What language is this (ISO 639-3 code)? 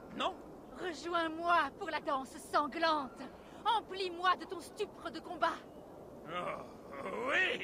fra